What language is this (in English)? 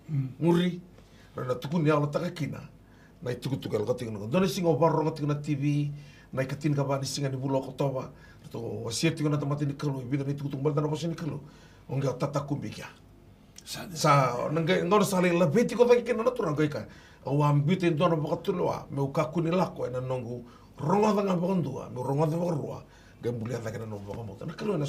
Fijian